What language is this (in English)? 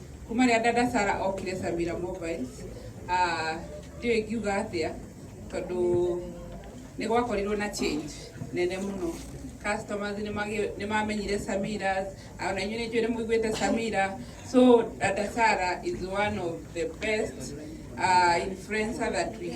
Kikuyu